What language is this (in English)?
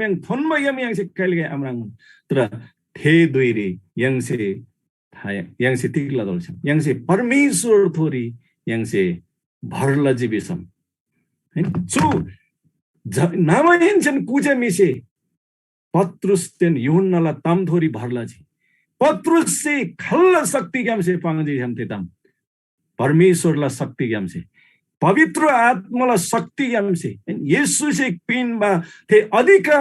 Eastern Tamang